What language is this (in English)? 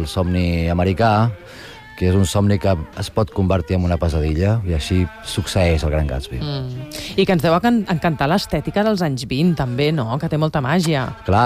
Catalan